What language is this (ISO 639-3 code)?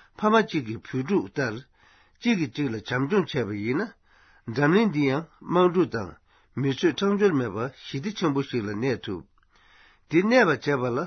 bod